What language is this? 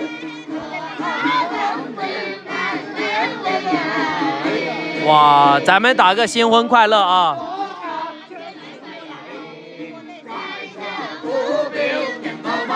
Chinese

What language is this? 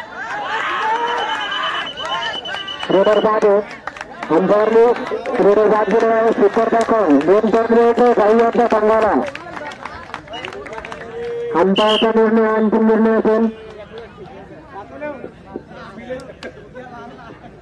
Marathi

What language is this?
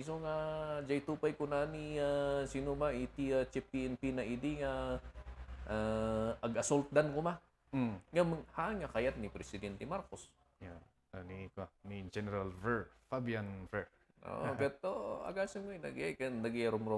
Iloko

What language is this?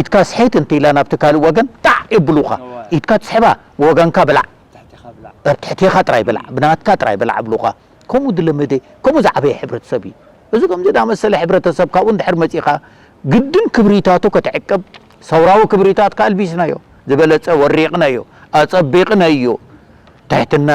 Tigrinya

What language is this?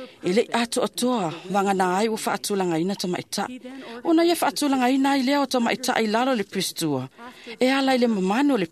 Samoan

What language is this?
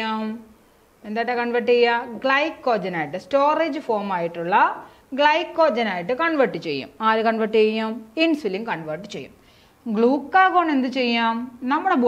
Malayalam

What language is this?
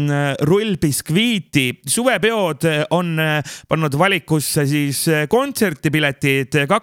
Estonian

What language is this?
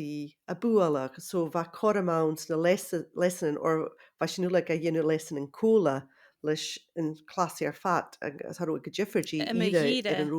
Scottish Gaelic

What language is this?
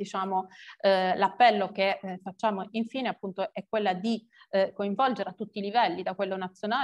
Italian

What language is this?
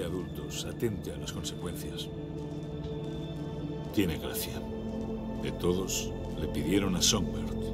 Spanish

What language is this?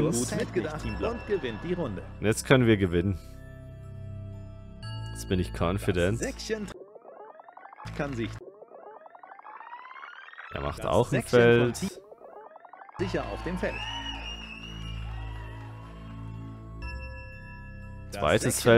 German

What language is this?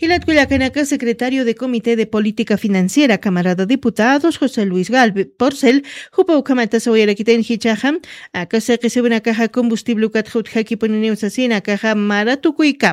Aymara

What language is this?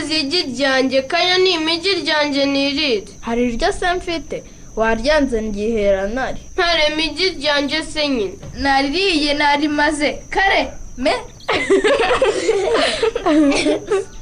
Kinyarwanda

